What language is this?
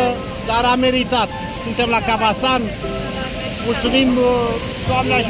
Romanian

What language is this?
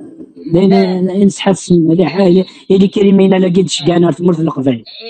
Kabyle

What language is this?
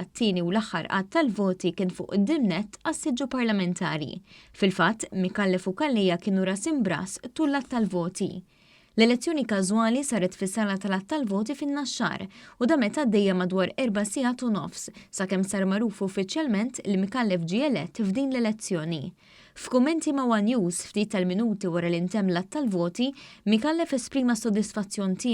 Maltese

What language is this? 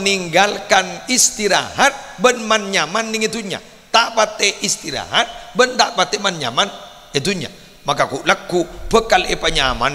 Madurese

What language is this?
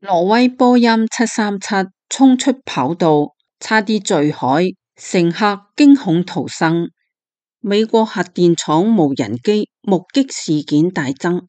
Cantonese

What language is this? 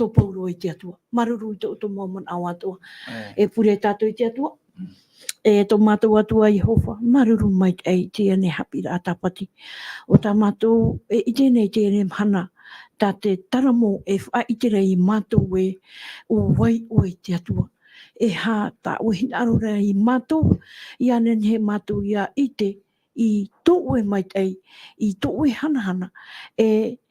Tahitian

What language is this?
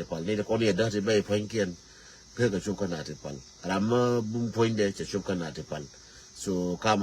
Nuer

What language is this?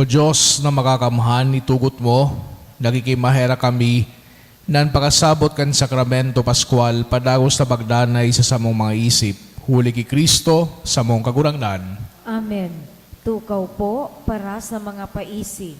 Bikol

